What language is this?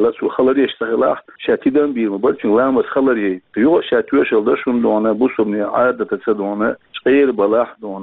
Chechen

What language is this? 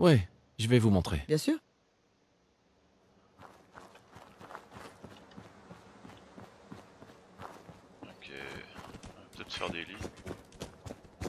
French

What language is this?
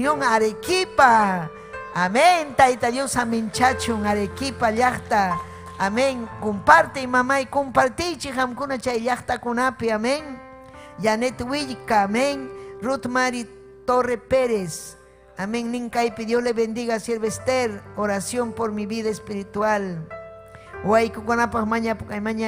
Ayacucho Quechua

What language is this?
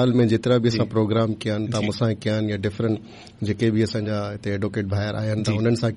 Sindhi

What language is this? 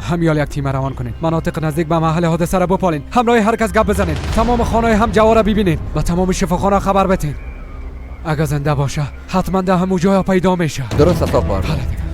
Persian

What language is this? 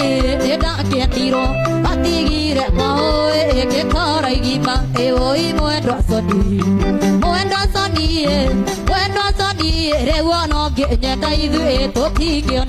Kikuyu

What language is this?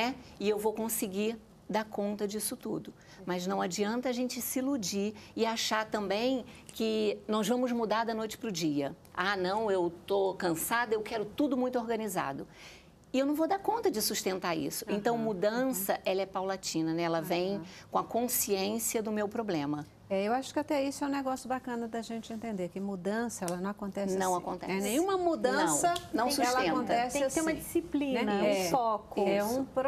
Portuguese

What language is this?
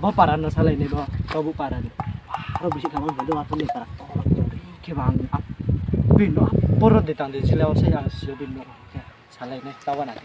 Riang (India)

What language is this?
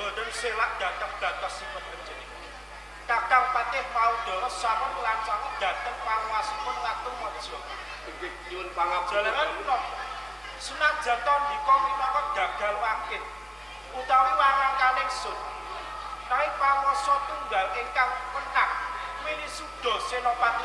Javanese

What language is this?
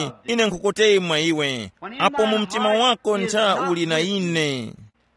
Tumbuka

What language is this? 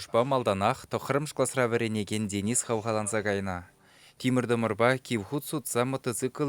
Chuvash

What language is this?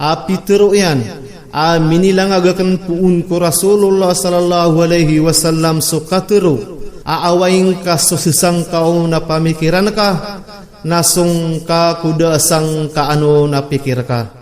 Maranao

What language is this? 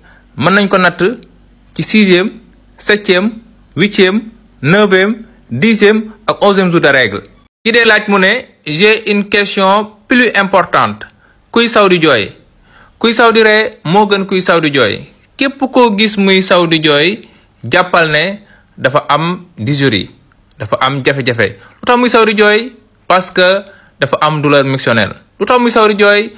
Wolof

